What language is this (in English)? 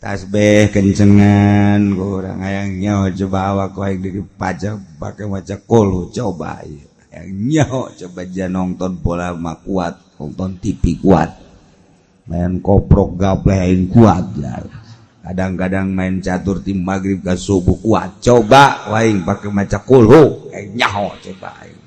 Sundanese